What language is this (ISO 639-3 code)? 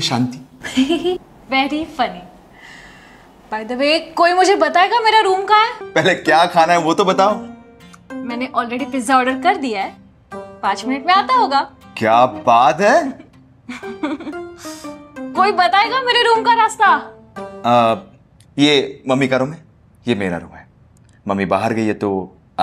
hin